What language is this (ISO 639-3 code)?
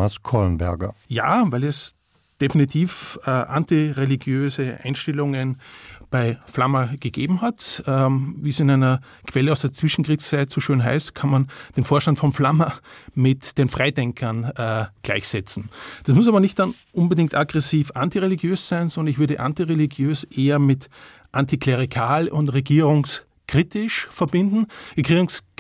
ltz